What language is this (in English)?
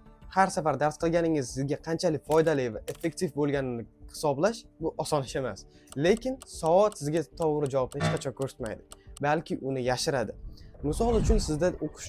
Uzbek